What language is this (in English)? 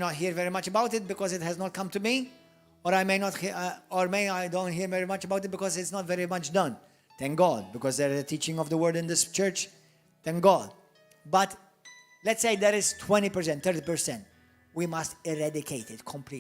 English